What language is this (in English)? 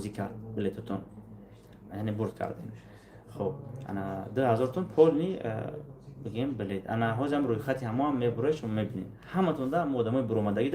Tajik